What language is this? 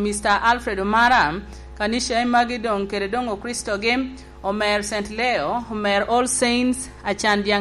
Lango (Uganda)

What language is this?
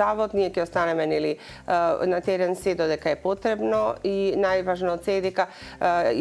Macedonian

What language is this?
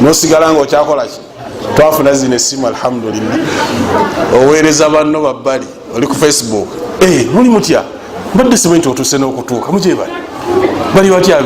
Ganda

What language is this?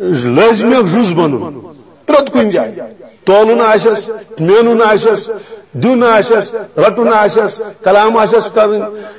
Kashmiri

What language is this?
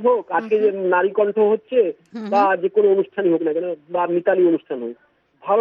Bangla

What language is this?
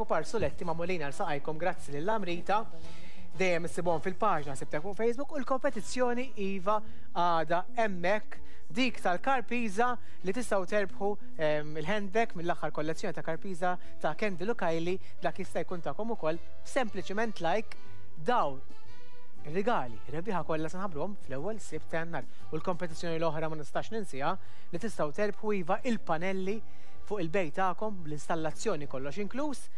Maltese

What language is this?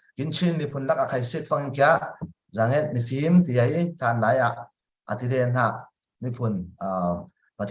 Falam Chin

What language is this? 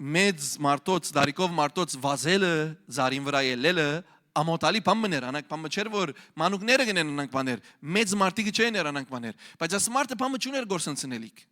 Western Armenian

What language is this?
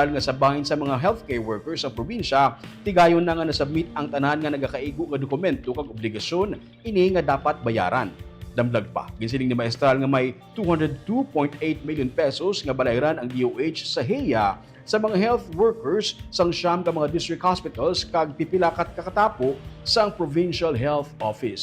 Hiligaynon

